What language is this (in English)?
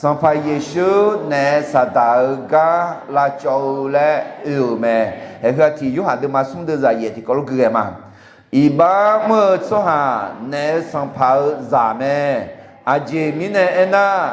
Akha